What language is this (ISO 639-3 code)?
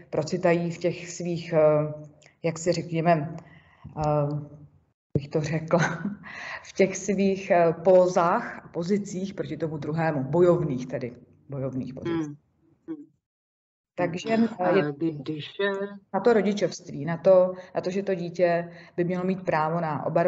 ces